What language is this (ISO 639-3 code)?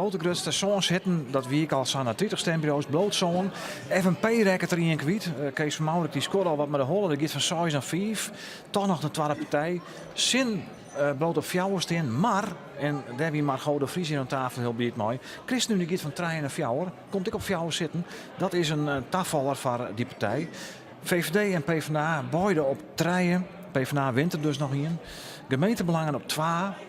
fry